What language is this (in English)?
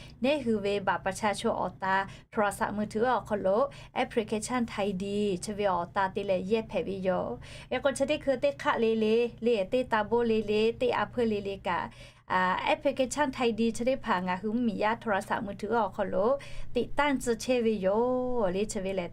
Lahu